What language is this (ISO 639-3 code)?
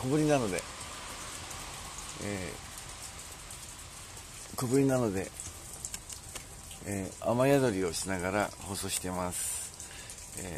jpn